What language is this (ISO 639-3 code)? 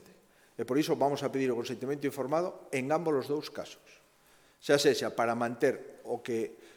glg